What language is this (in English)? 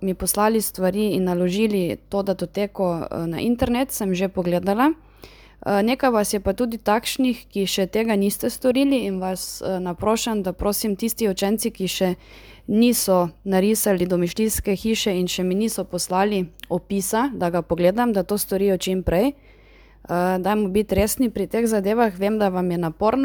Slovenian